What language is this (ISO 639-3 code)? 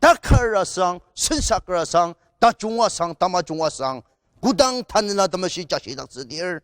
njo